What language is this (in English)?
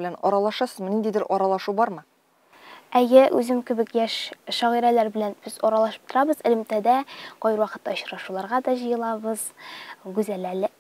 Tatar